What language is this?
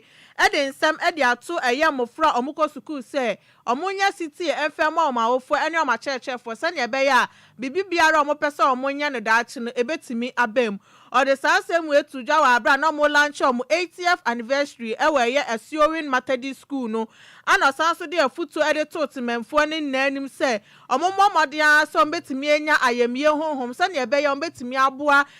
Akan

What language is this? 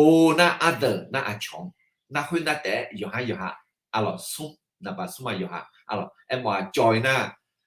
Akha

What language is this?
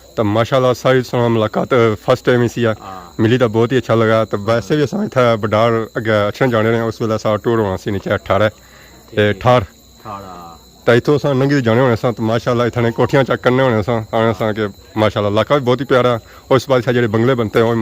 Pahari-Potwari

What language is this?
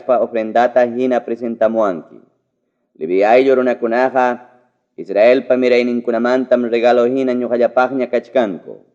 Ayacucho Quechua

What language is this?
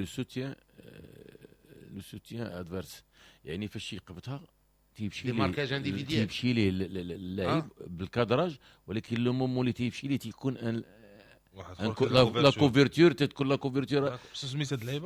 Moroccan Arabic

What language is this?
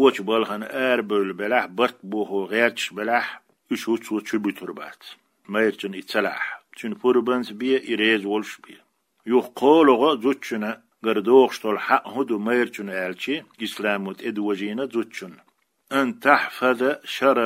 Chechen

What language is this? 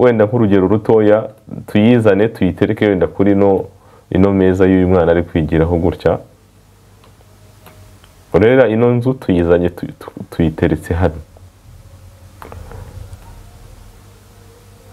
Kinyarwanda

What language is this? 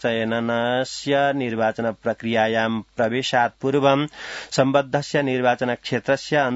Sanskrit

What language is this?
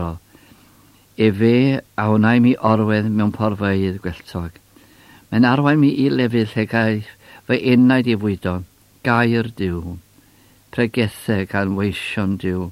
Welsh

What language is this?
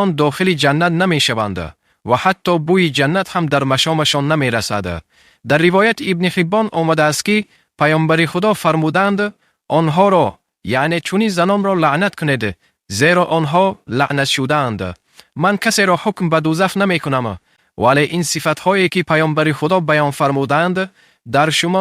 Tajik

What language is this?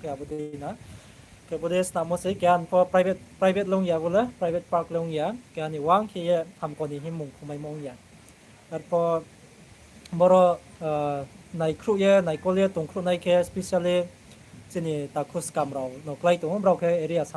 Riang (India)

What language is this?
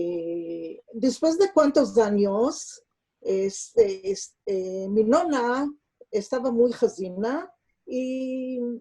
Ladino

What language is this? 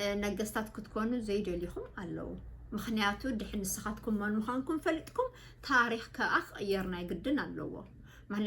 Tigrinya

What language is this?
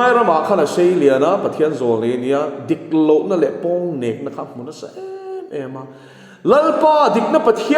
Mizo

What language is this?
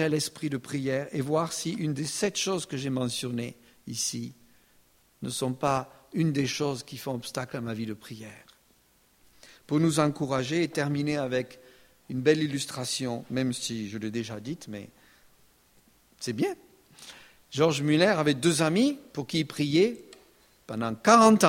French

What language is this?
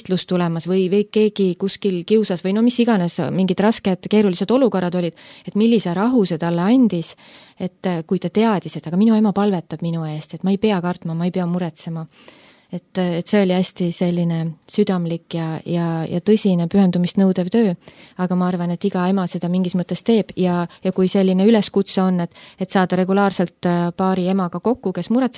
Estonian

